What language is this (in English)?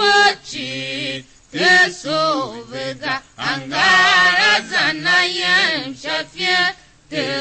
Tiv